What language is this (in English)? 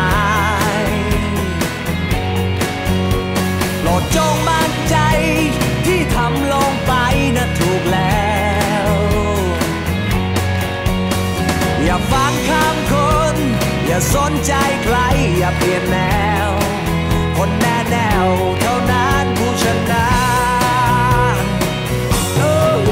Thai